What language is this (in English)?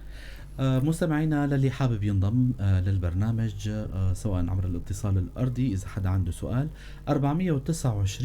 North Levantine Arabic